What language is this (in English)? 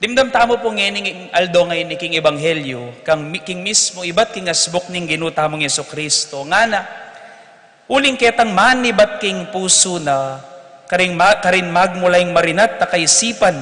Pampanga